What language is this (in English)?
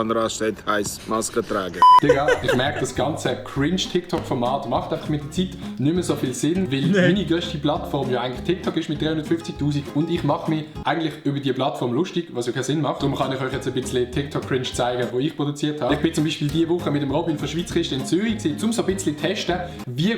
Swiss German